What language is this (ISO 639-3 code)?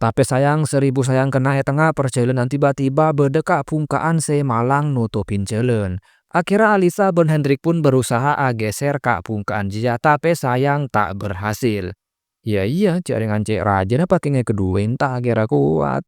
mad